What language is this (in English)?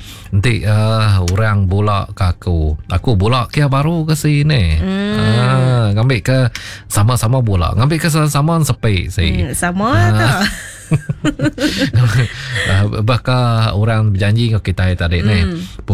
Iban